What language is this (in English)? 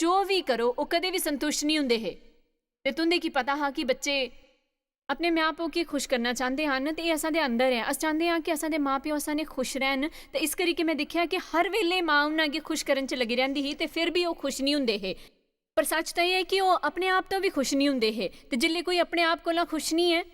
Dogri